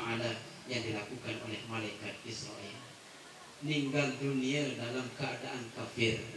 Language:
Sasak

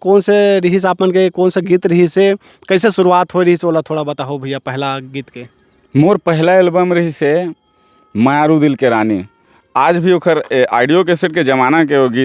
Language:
Chhattisgarhi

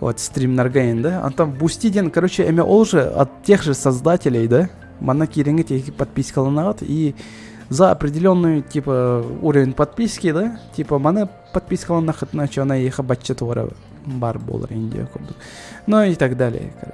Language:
Yakut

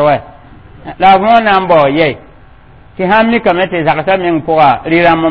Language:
Mossi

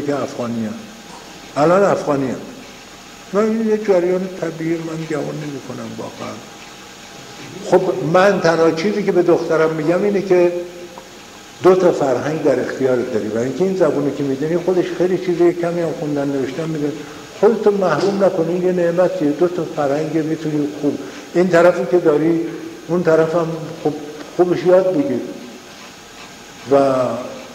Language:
Persian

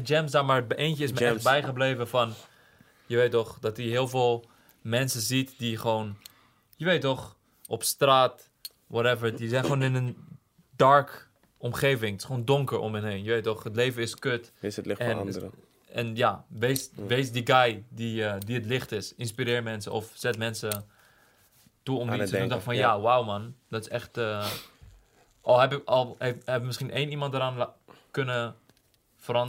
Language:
Dutch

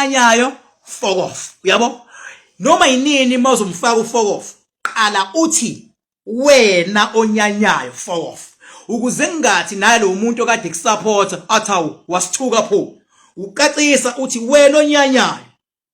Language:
Zulu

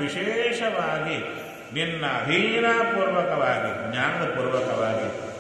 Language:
Kannada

